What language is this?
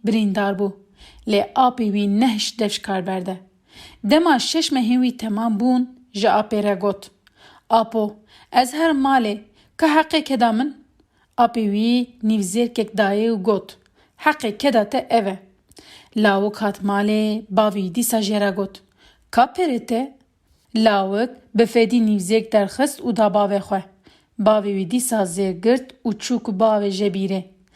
Kurdish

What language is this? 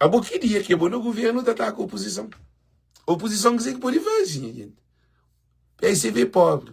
Kabuverdianu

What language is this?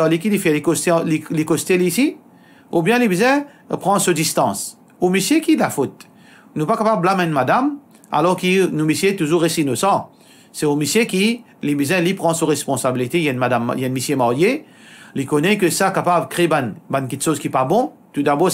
Morisyen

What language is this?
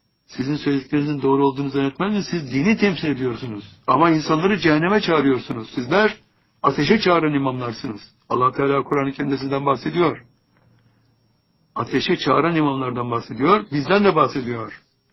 Turkish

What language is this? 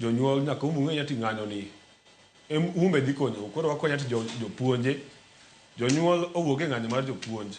Luo (Kenya and Tanzania)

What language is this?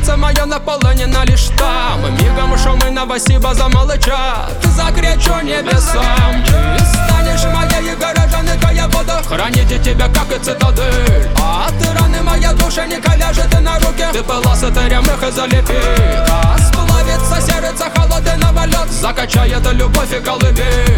Russian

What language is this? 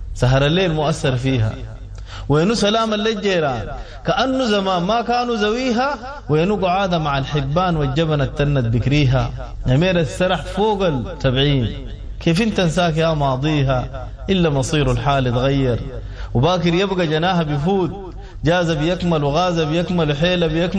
Sudanese Arabic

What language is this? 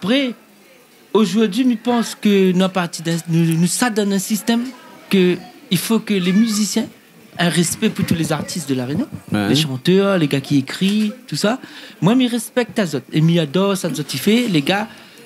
Réunion Creole French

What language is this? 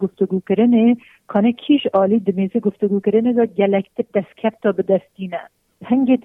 Kurdish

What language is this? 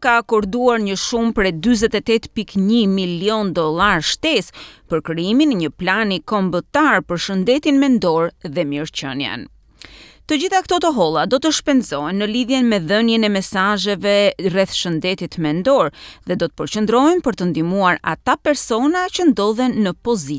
Albanian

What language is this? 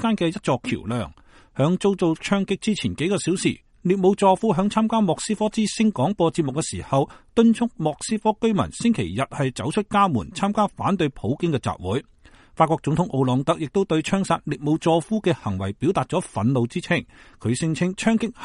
Cantonese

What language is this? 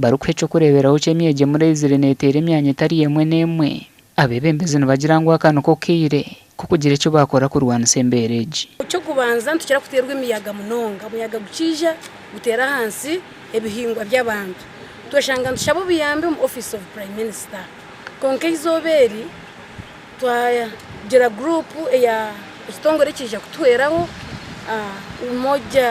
Nyankole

